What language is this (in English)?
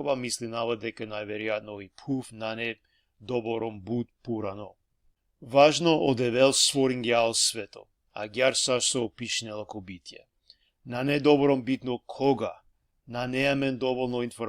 Balkan Romani